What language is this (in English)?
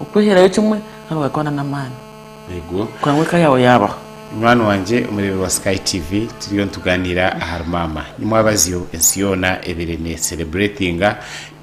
Nyankole